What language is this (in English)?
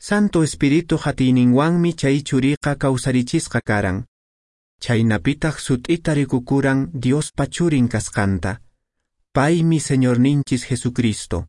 Quechua